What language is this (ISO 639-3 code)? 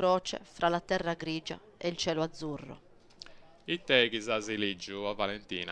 srd